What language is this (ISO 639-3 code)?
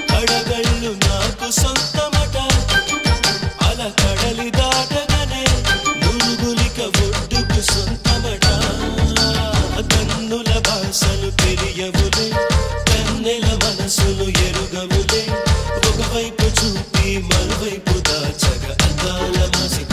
tel